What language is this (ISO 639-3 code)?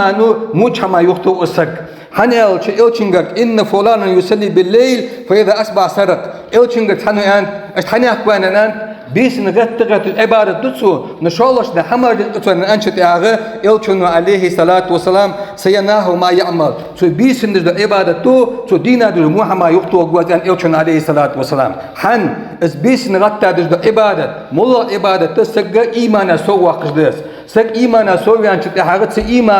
inh